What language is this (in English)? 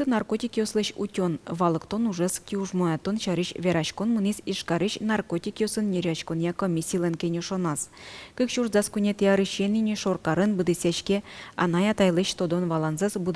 Udmurt